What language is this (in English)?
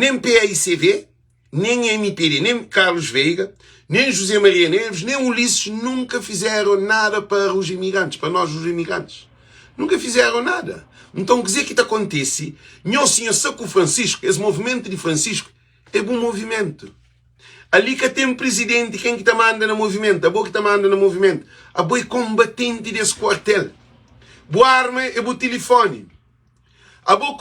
Kabuverdianu